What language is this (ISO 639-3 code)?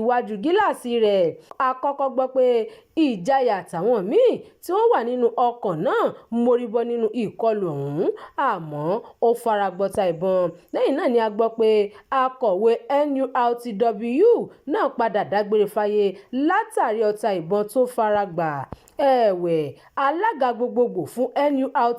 yor